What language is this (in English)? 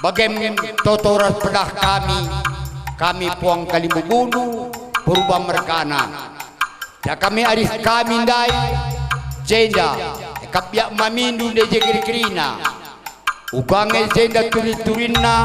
Batak Karo